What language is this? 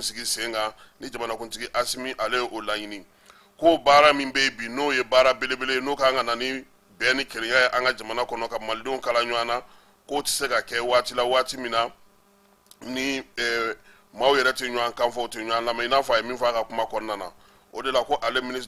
Bambara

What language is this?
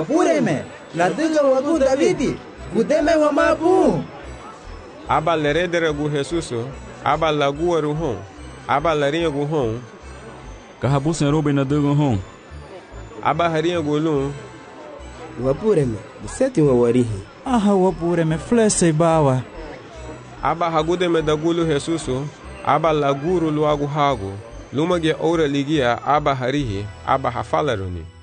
Garifuna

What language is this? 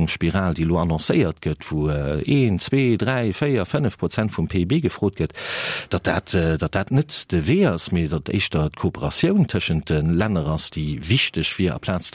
Luxembourgish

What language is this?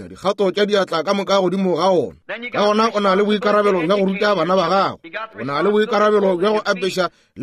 Northern Sotho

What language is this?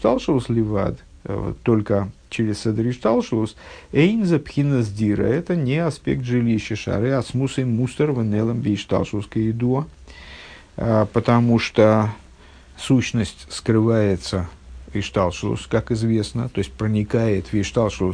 Russian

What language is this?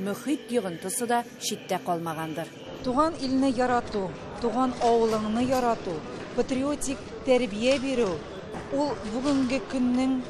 Tatar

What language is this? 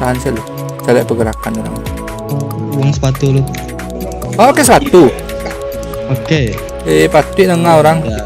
Minangkabau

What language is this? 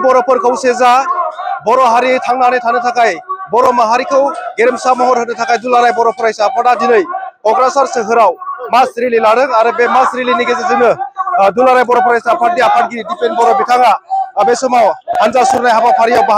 Bodo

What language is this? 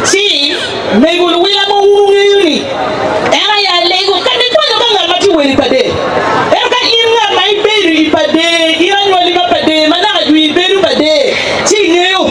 Acoli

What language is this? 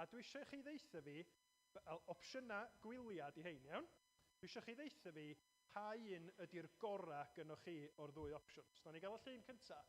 Welsh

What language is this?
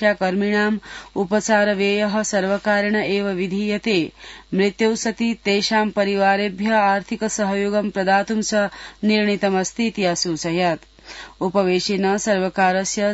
Sanskrit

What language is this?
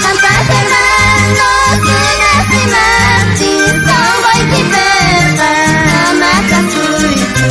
South Bolivian Quechua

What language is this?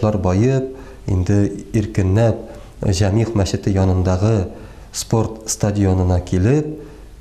Tatar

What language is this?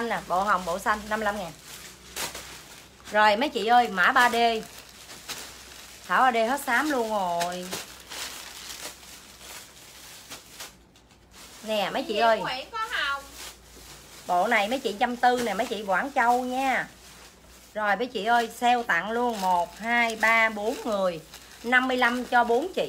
Vietnamese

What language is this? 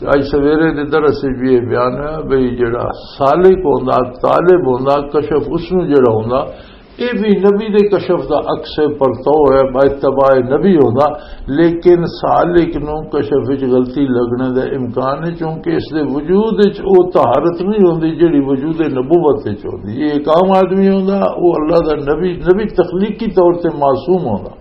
Western Panjabi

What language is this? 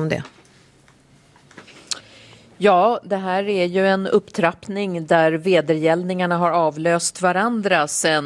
Swedish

